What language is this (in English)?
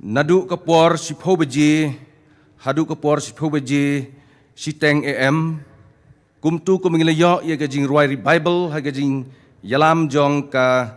Khasi